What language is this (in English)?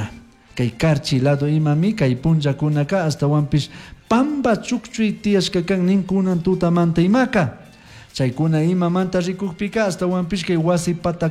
Chimborazo Highland Quichua